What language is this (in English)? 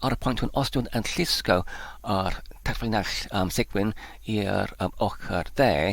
Welsh